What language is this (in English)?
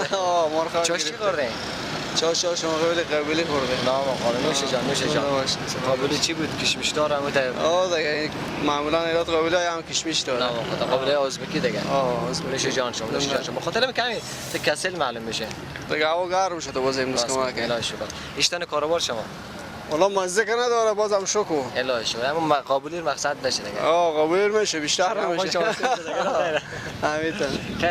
Persian